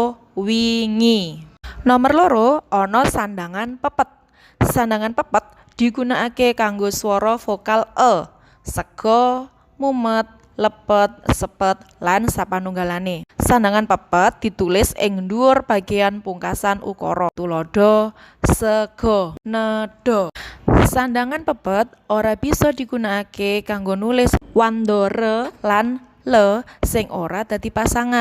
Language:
Javanese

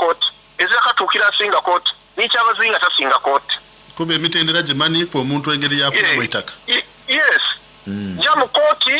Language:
Soga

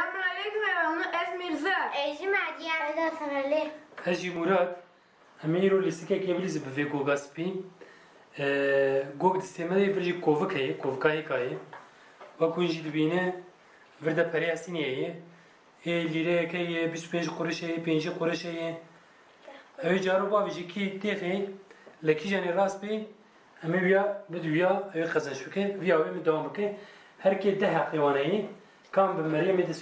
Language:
Kurdish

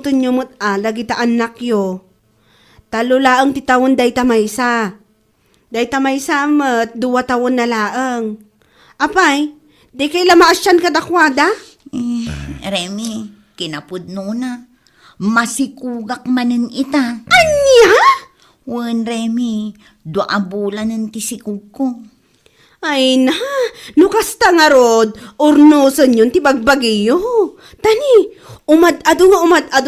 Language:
Iloko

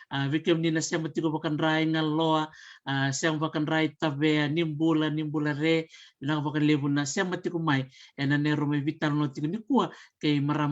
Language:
Fijian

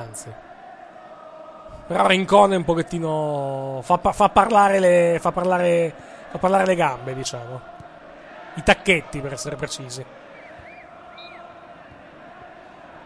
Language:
Italian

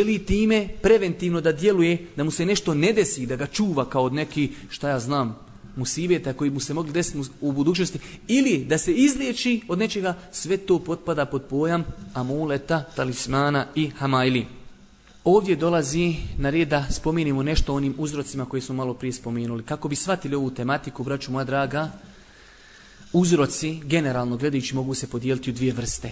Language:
Bosnian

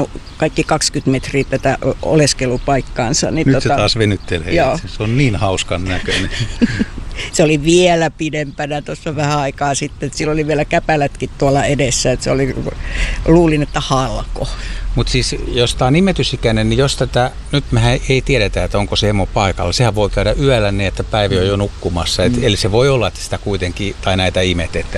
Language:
Finnish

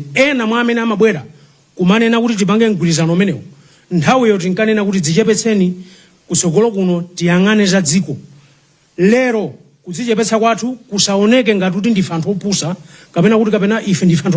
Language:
Nyanja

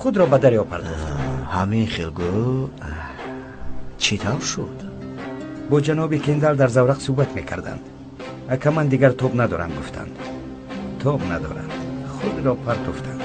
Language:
Tajik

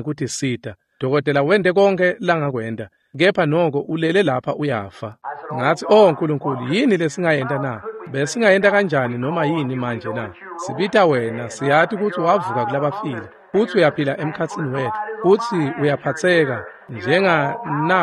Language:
Swati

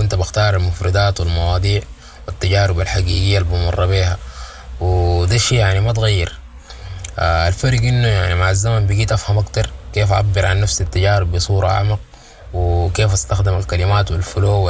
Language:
Sudanese Arabic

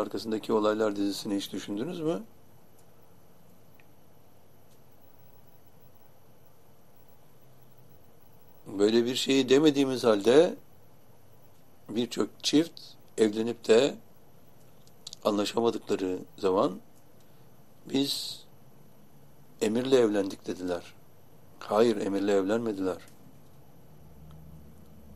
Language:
Turkish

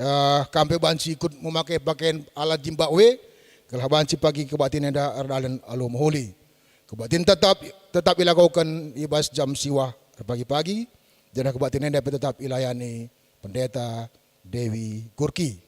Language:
Batak Karo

